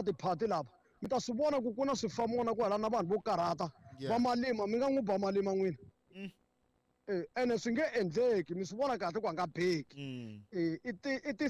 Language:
Tsonga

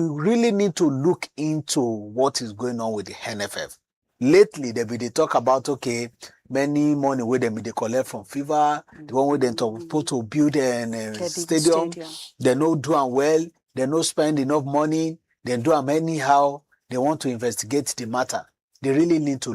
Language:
Nigerian Pidgin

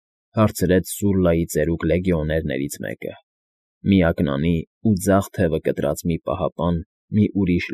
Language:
Armenian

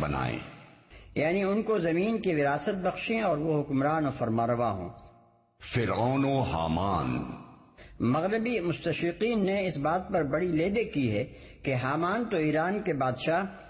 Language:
Urdu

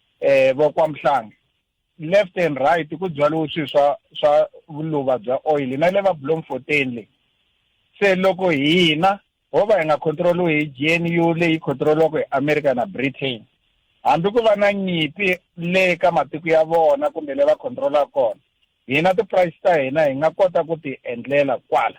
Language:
Tsonga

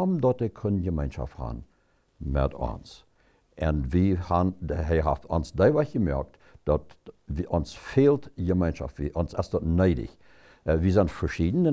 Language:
Plautdietsch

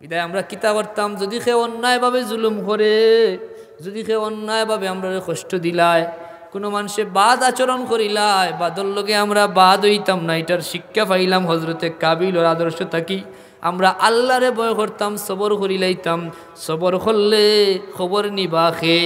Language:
Sylheti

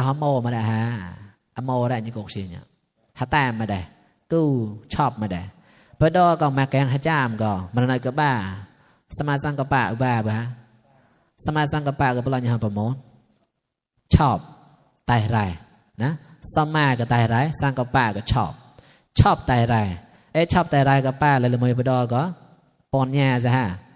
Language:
Mon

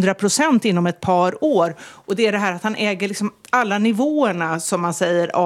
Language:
Swedish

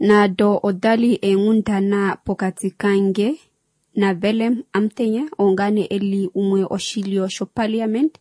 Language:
Kuanyama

